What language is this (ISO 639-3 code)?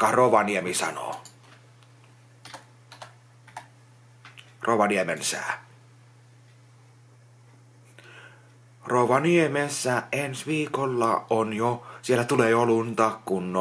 fin